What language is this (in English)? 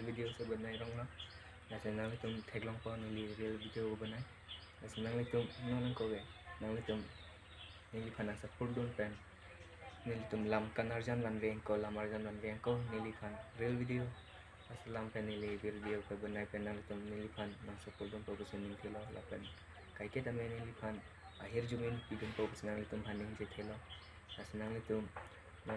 Karbi